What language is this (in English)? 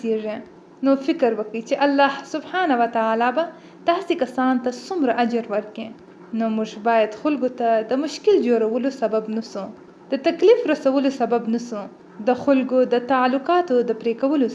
Pashto